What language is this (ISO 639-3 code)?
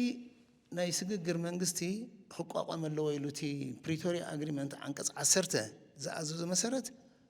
tir